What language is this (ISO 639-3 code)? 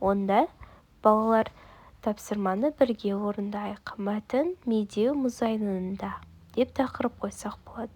kaz